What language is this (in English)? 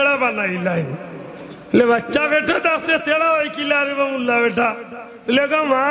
Sylheti